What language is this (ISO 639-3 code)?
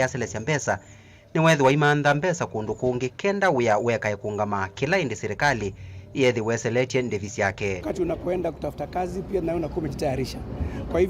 kam